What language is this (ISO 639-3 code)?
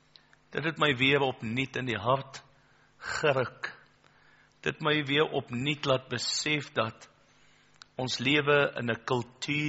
afr